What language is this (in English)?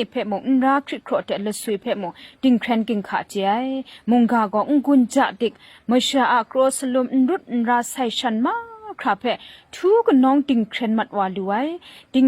Kachin